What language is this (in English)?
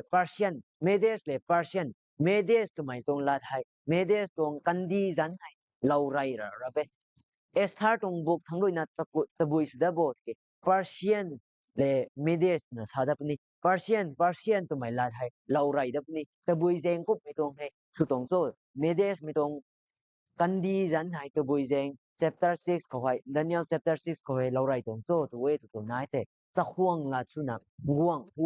Rongmei Naga